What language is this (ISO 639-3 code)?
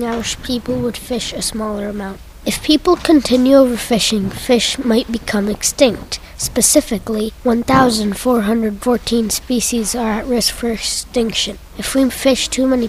eng